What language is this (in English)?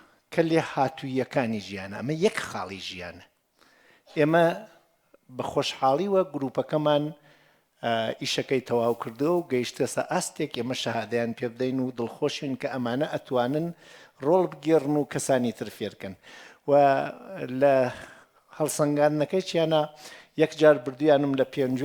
Central Kurdish